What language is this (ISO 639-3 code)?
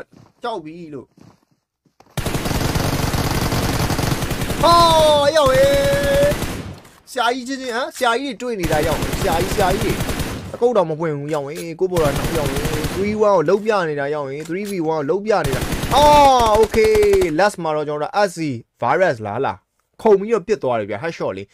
mya